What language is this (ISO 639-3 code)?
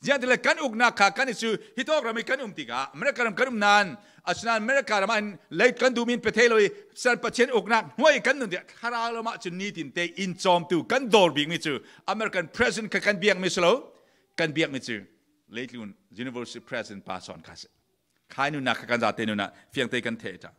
cfm